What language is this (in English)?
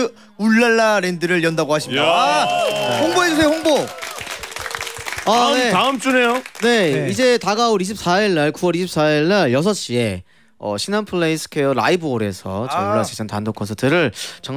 Korean